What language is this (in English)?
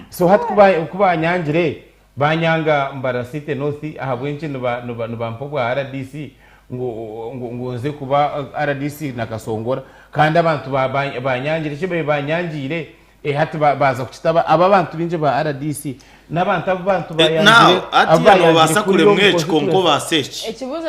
Nyankole